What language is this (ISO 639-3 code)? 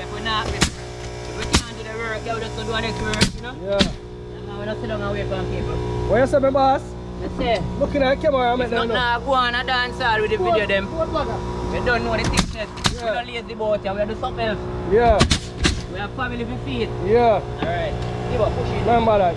jam